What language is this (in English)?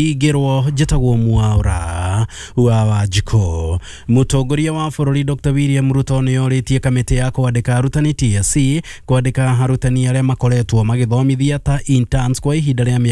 Kikuyu